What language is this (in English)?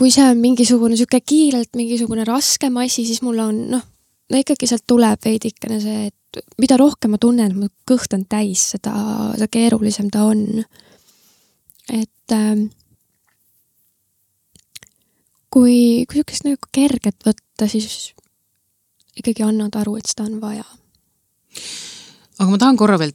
Estonian